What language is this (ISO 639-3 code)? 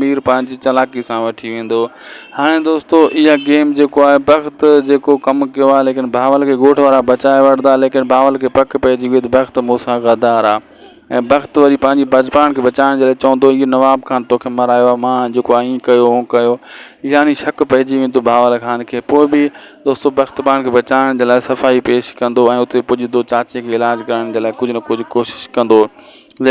snd